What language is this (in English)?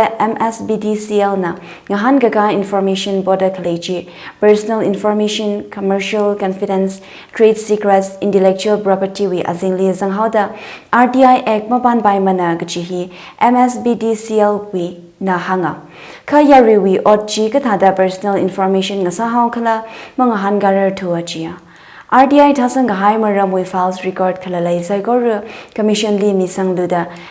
Tangkhul Naga (India)